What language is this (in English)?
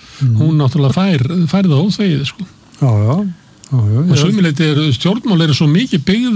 Icelandic